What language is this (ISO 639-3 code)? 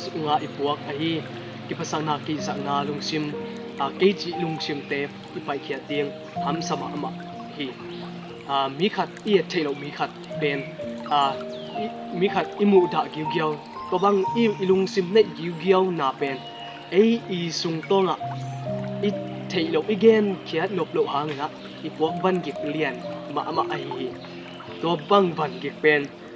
ctd